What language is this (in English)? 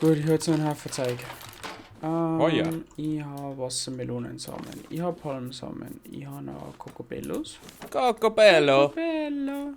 Bavarian